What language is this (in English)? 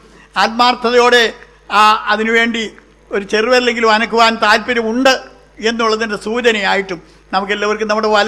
Malayalam